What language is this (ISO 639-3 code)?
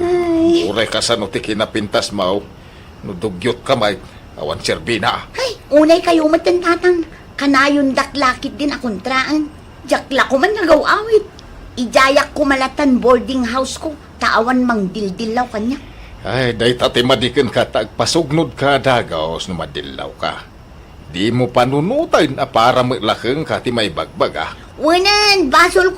ilo